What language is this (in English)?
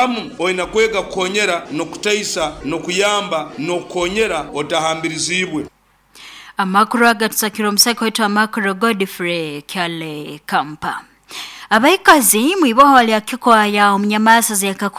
Nyoro